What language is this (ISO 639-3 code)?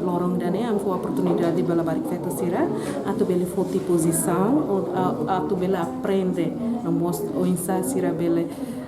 tet